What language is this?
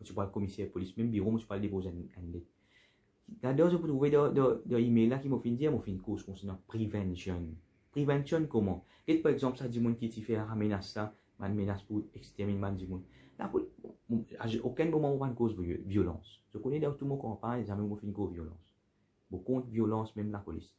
Morisyen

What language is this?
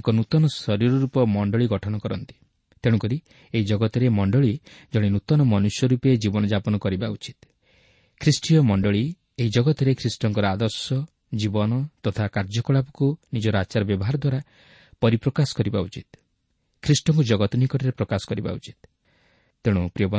Odia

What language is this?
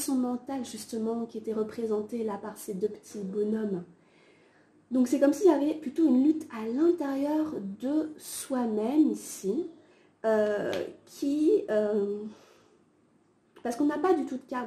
French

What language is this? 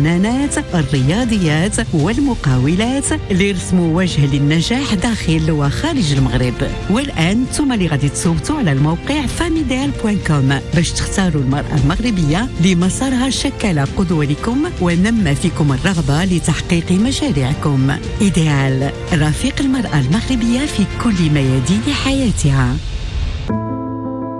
Moroccan Arabic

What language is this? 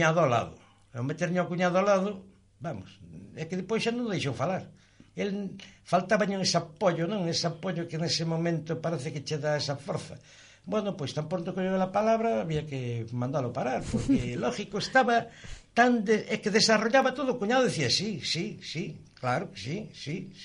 Galician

